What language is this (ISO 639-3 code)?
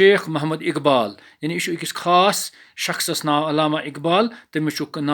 kas